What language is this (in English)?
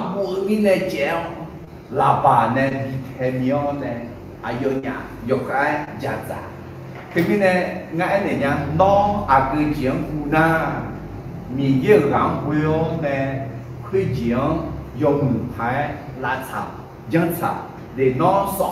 Akha